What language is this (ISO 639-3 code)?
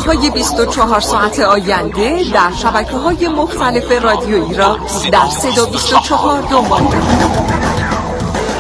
fas